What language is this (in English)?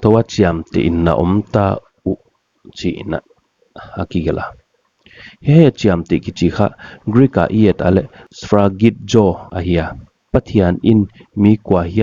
Paite Chin